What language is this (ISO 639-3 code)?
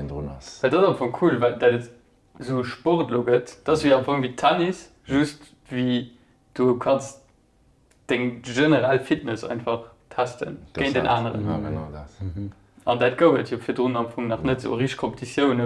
ltz